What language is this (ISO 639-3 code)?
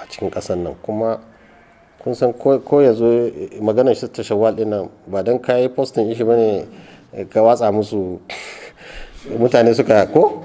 hau